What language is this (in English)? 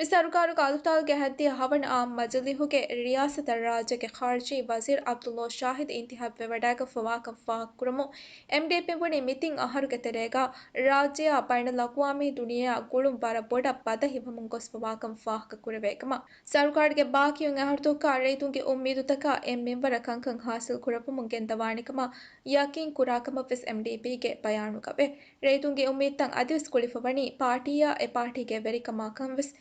Divehi